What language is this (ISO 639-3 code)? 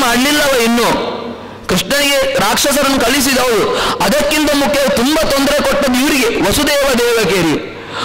kan